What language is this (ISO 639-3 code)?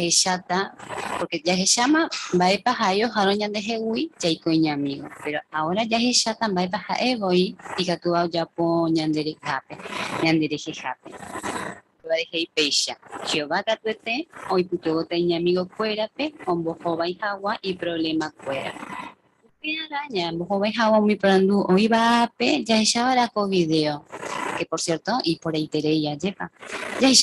grn